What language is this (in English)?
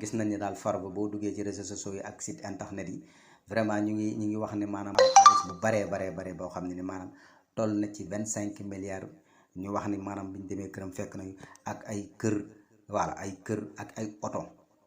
Wolof